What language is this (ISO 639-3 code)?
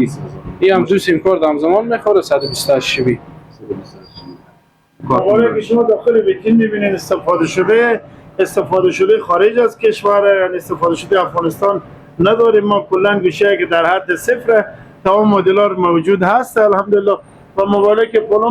fas